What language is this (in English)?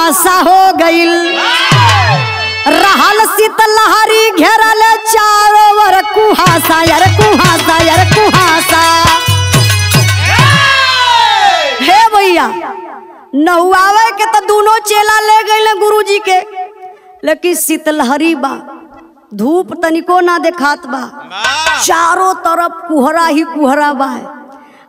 Bhojpuri